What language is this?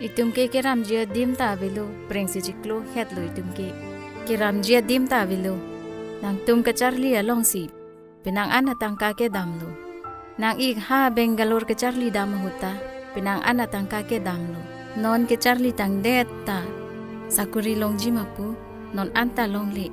Karbi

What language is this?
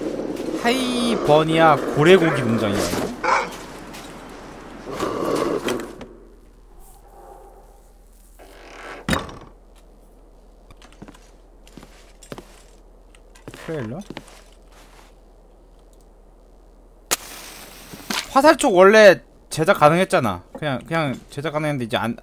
Korean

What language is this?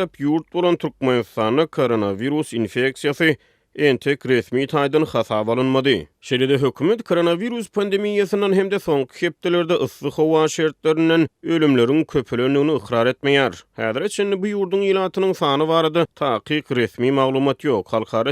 Turkmen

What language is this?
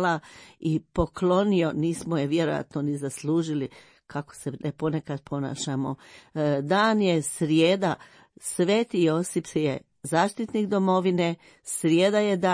Croatian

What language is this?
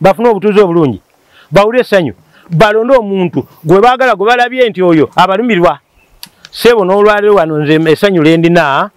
Ganda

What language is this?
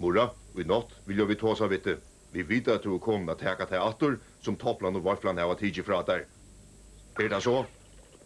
Faroese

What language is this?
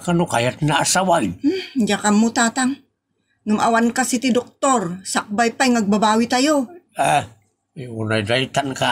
Iloko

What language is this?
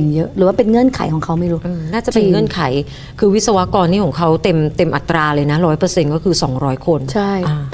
Thai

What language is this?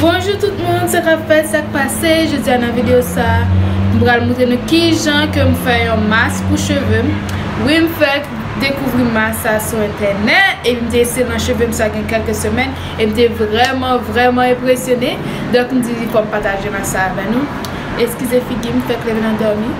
Haitian Creole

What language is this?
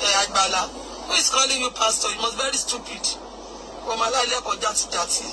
Yoruba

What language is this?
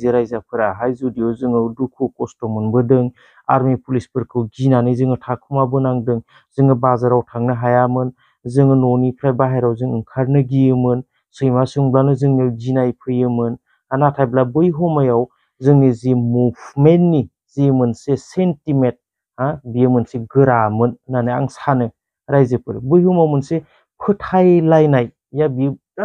Bodo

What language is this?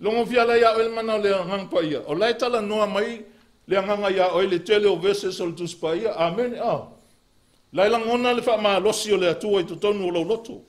Samoan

